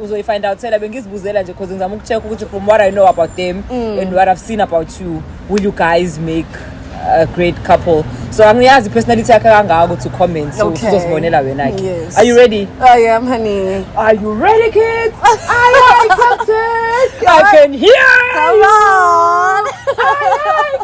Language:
Zulu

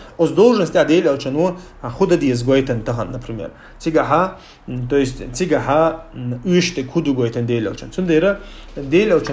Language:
Chechen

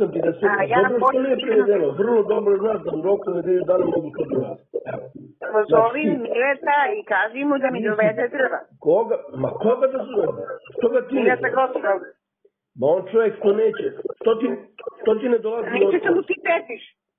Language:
Serbian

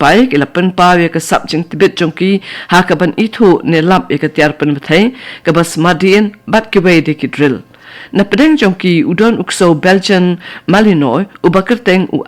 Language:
Khasi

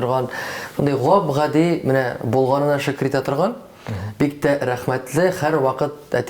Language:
Tatar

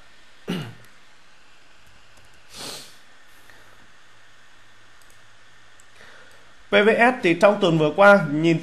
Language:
Vietnamese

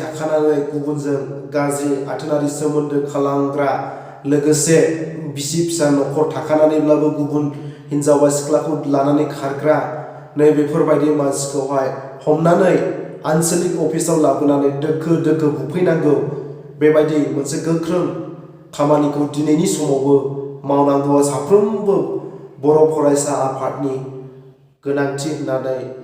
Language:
Bodo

